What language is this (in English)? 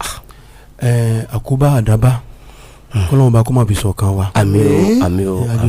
Yoruba